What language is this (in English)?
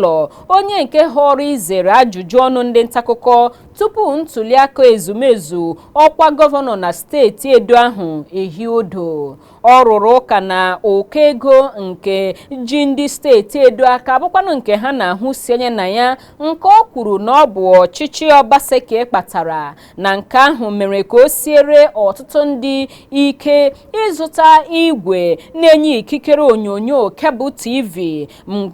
Igbo